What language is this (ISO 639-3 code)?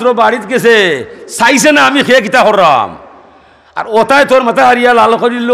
syl